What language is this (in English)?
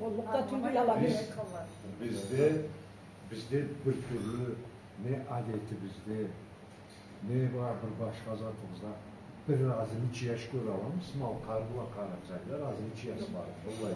Karachay-Balkar